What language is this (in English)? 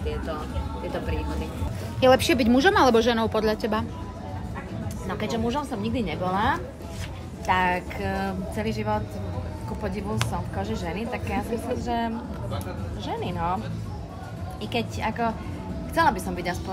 Slovak